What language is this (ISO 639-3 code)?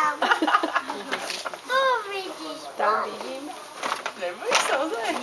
slk